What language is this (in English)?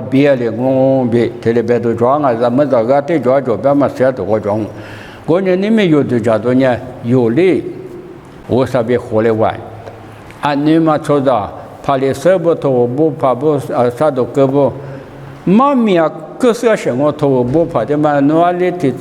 Lisu